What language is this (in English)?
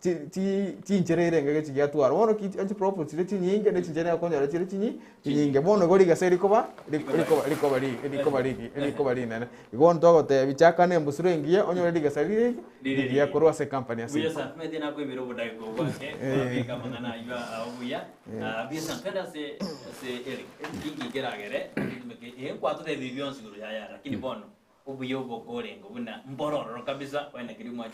Gusii